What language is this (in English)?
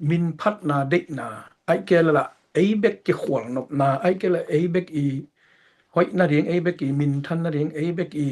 Tedim Chin